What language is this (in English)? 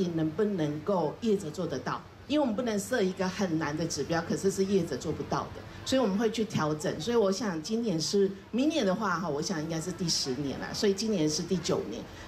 Chinese